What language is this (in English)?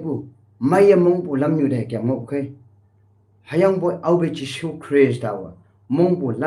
Konyak Naga